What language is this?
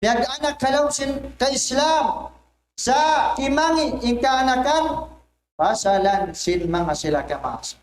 Tausug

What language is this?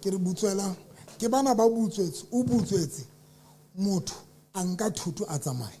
Southern Sotho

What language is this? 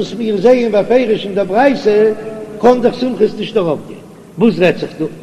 Yiddish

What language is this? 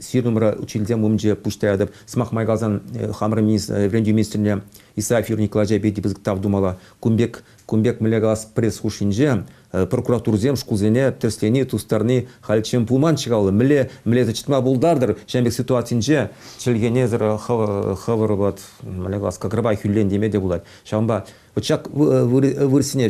Chuvash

